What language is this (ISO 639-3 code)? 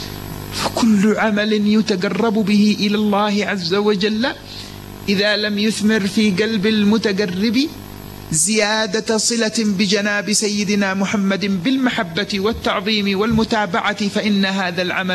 ara